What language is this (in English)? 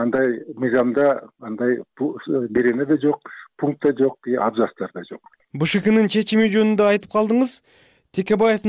Kyrgyz